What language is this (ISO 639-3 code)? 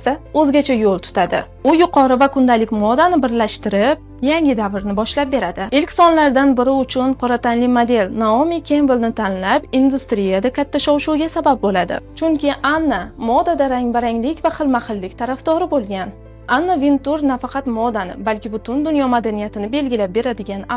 uzb